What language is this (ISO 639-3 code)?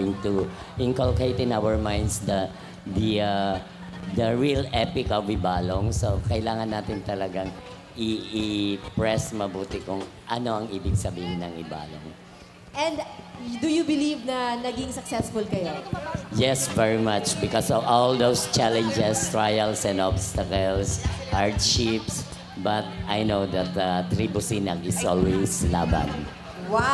bik